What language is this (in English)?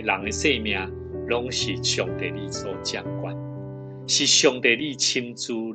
Min Nan Chinese